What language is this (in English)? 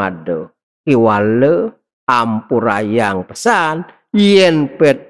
Balinese